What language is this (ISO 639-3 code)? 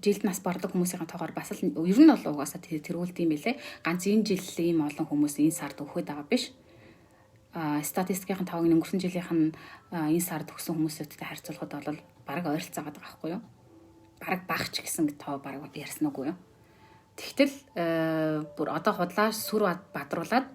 mon